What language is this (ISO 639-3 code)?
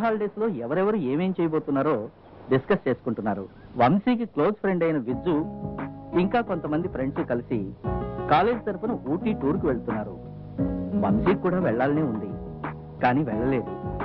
tel